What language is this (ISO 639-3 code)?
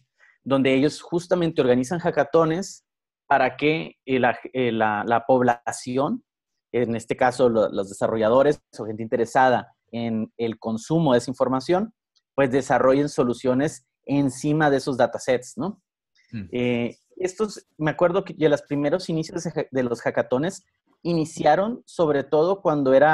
spa